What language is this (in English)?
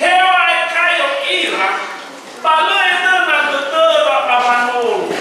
Nias